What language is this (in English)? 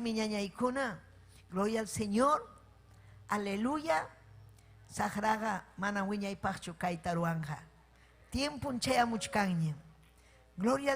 Ayacucho Quechua